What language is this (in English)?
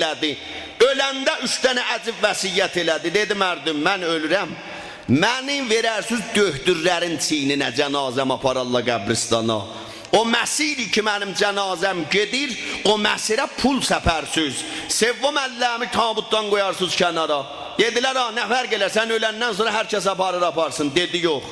South Azerbaijani